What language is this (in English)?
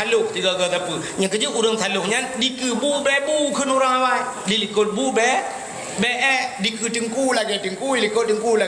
Achinese